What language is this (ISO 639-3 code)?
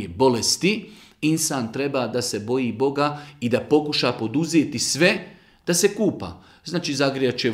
bos